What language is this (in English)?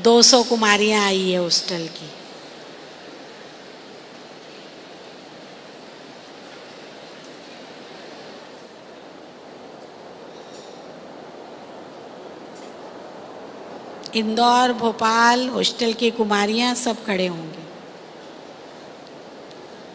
Hindi